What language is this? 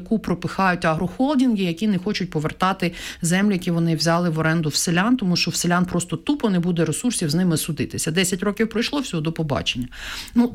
Ukrainian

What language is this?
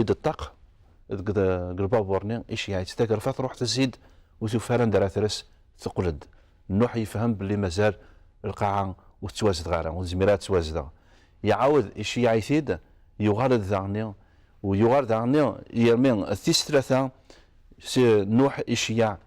Kabyle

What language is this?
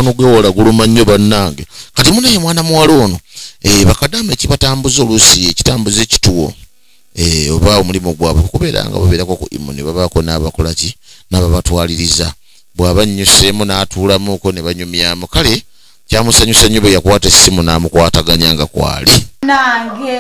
Ganda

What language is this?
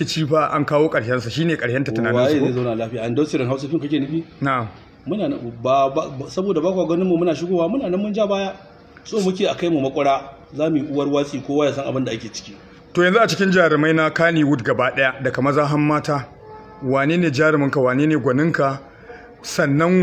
Hausa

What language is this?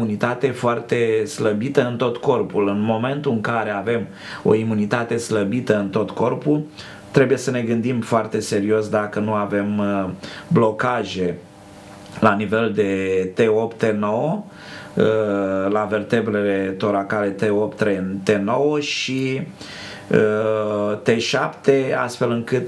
Romanian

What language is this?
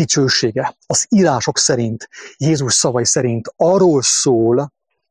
Hungarian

